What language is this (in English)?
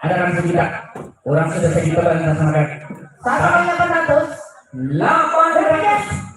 Banjar